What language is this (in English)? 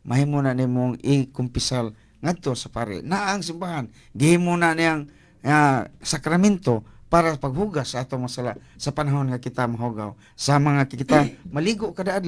Cebuano